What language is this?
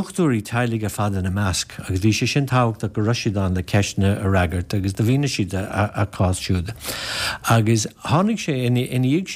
Irish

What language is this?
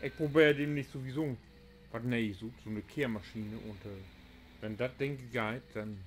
Low German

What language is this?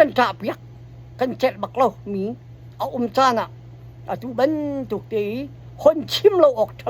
Hakha Chin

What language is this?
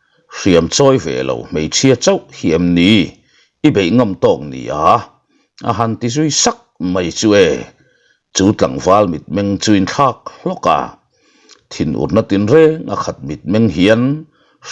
Mizo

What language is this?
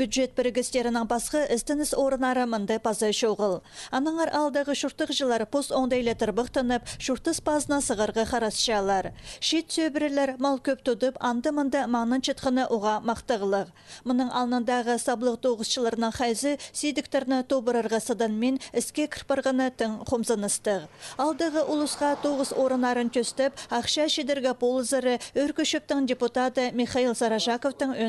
Khakas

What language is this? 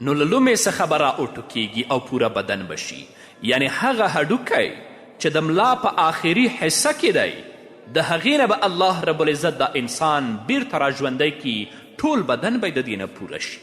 Pashto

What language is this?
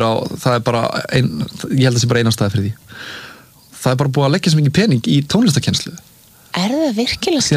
Icelandic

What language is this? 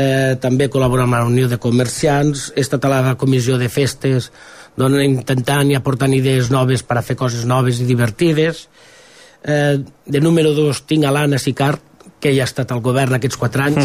Catalan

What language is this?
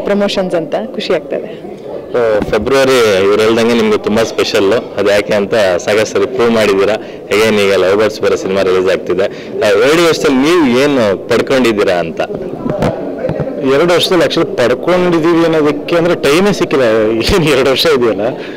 Kannada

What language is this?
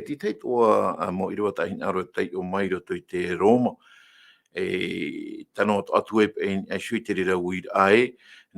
Tahitian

